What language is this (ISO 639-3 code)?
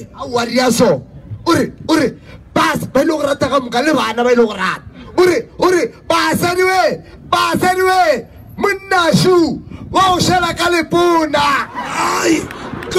nso